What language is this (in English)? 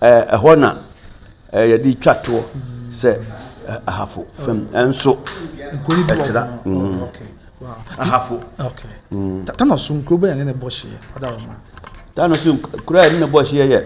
Akan